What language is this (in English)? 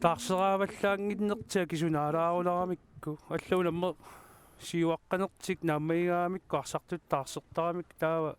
Kalaallisut